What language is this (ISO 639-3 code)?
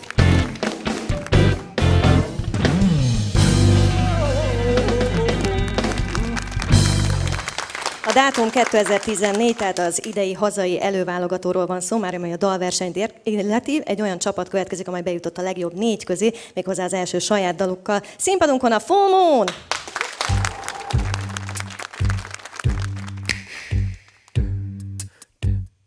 hun